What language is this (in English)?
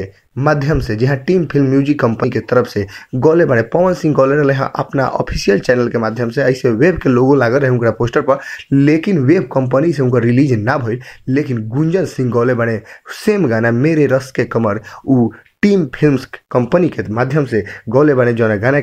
Bhojpuri